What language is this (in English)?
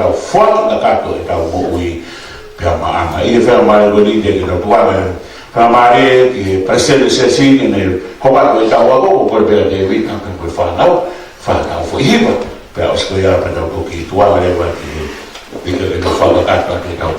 Tongan